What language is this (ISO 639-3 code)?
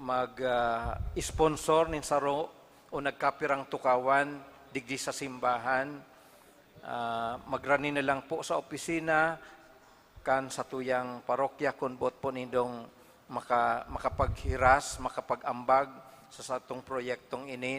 bik